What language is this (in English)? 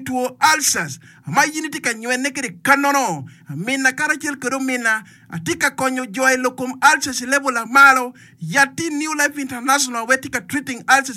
Acoli